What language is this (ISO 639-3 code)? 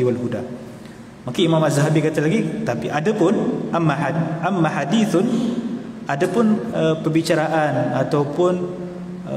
msa